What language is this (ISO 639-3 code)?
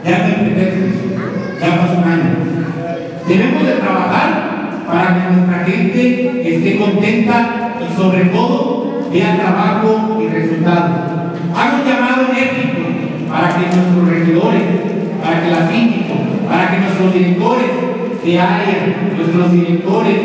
spa